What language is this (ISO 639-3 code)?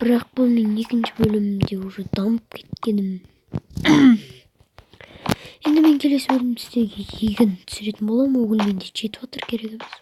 kaz